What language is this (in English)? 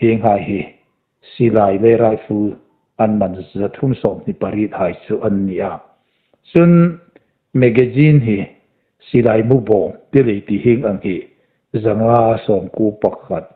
Hmar